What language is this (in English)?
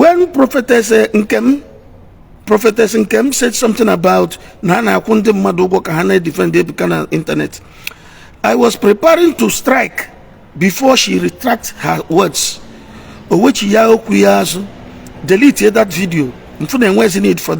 Igbo